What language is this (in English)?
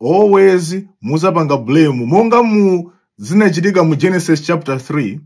Nyanja